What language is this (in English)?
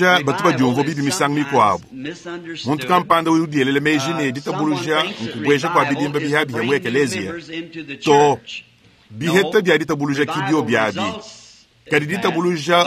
Luba-Lulua